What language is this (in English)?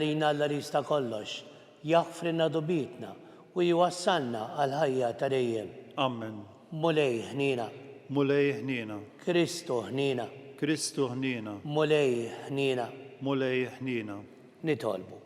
Maltese